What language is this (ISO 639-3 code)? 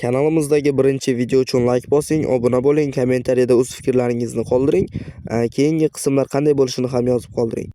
uzb